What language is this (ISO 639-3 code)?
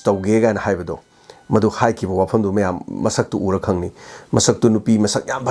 mni